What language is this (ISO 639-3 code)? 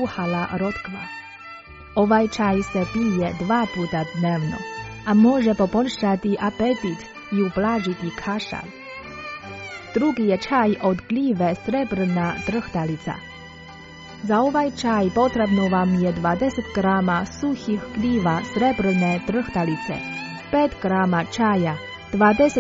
hrv